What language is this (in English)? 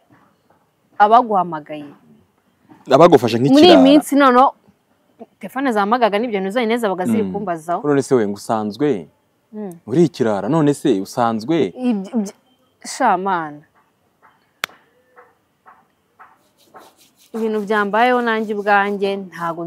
Kinyarwanda